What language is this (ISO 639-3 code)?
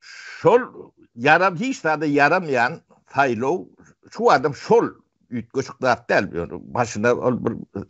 tuk